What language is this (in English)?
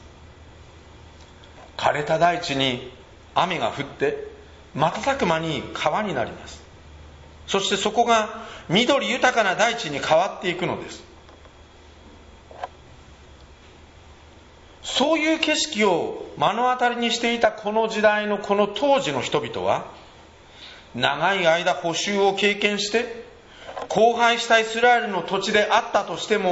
Japanese